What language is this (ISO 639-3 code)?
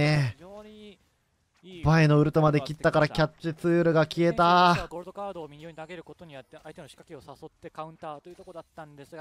jpn